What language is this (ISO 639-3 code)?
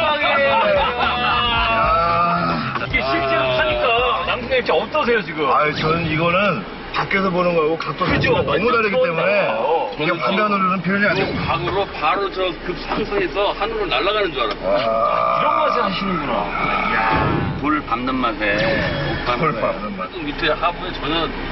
kor